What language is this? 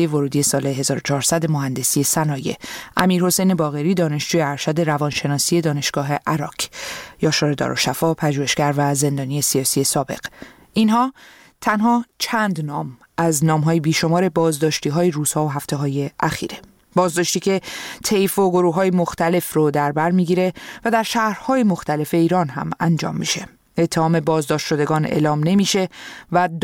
Persian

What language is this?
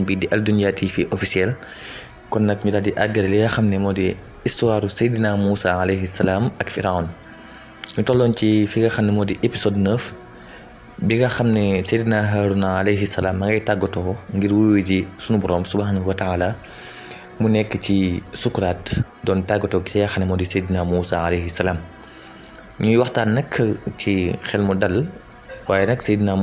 Wolof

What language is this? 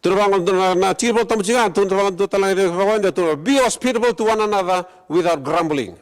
Fijian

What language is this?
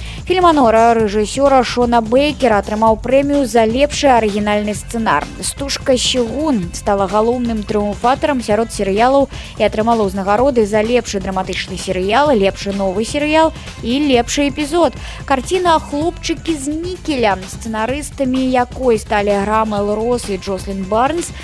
Belarusian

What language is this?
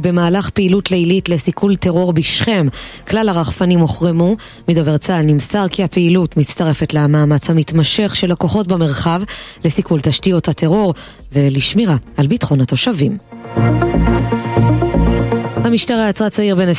Hebrew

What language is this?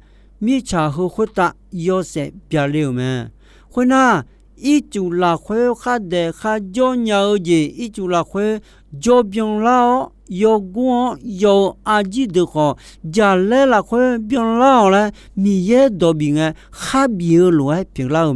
Akha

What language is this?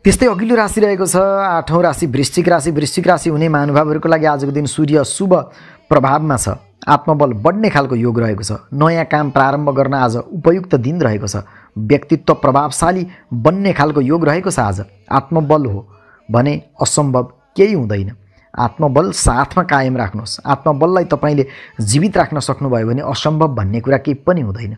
Nepali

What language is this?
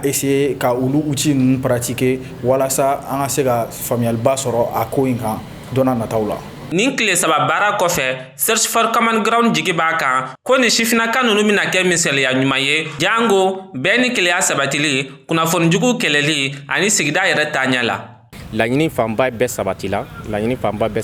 Bambara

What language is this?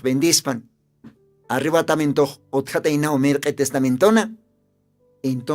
Aymara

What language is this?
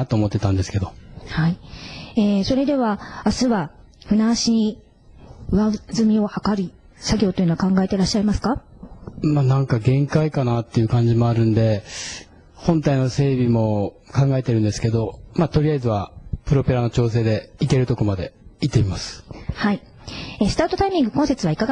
Japanese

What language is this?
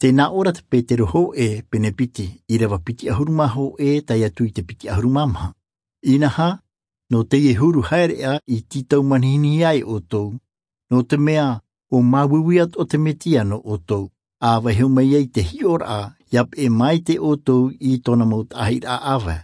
Tahitian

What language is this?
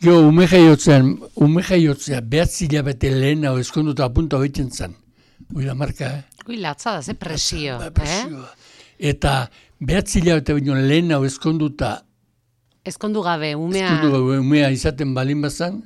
Basque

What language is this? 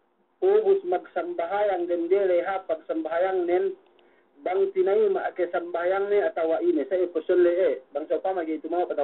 Yakan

